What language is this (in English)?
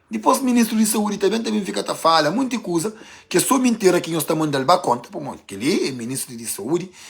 Kabuverdianu